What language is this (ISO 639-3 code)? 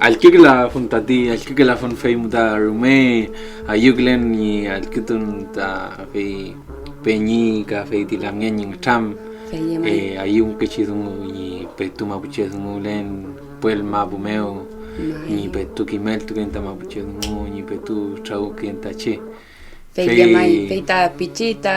arn